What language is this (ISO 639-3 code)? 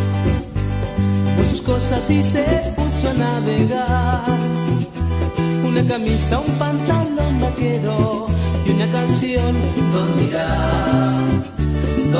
spa